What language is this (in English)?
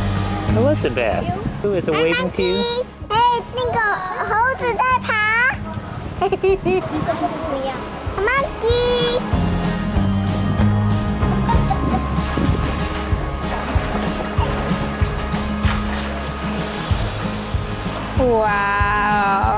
Chinese